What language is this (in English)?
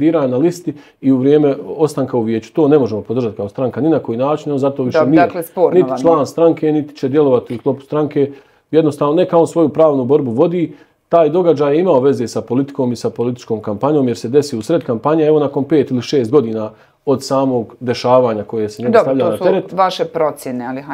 Bosnian